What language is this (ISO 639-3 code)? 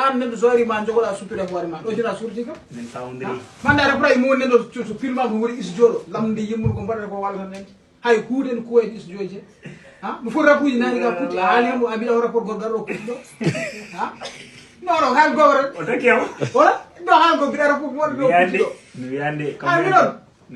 ful